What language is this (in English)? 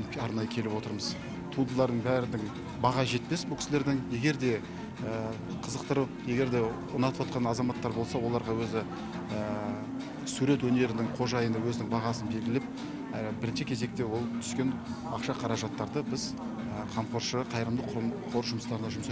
Kazakh